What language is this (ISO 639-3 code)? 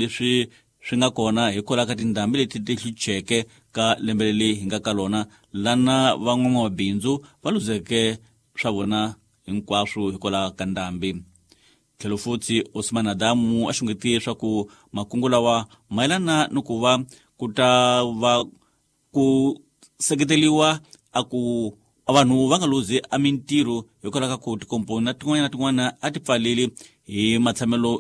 tso